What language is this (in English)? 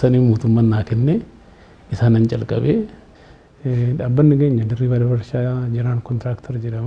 Oromo